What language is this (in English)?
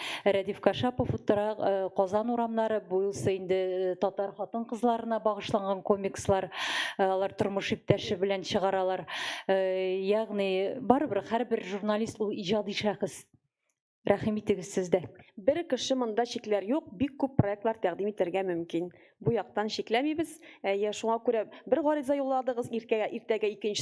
Tatar